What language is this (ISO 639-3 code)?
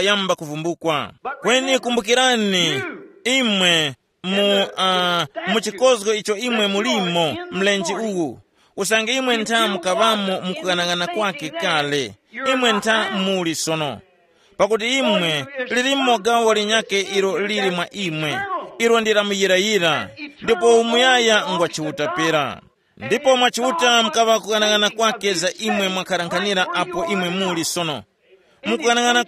tum